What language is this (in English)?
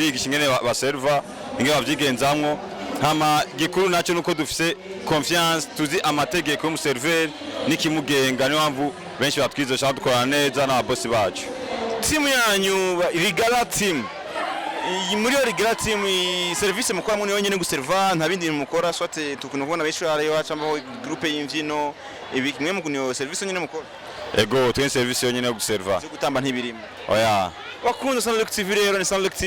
Rundi